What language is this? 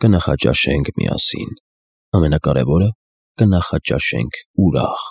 Armenian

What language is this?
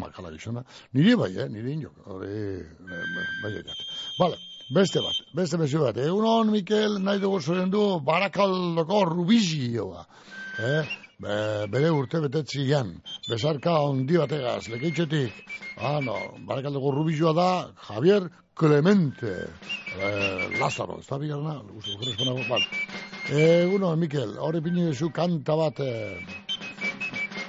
Basque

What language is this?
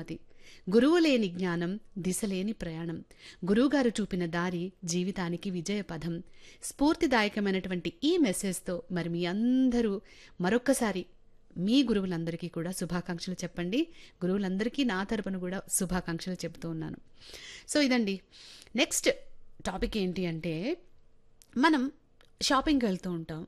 Telugu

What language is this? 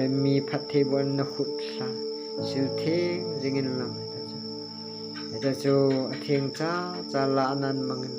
Thado Chin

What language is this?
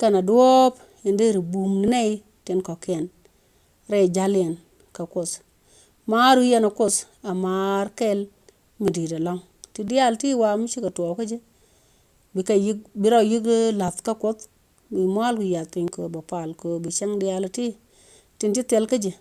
Nuer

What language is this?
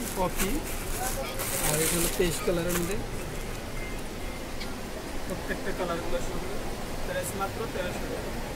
Bangla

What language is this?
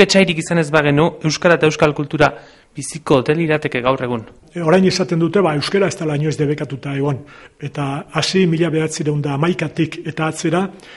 Basque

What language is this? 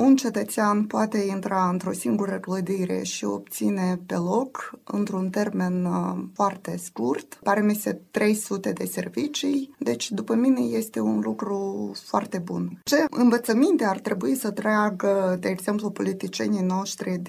Romanian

